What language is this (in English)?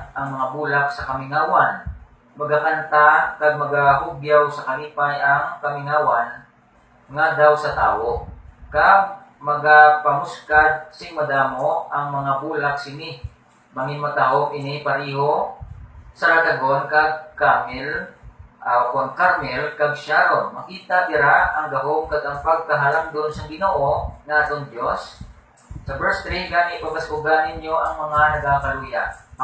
Hiligaynon